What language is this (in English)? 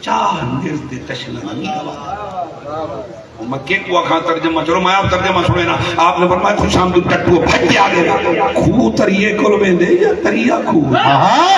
Saraiki